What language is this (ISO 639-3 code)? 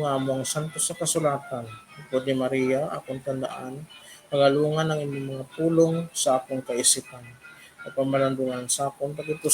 hil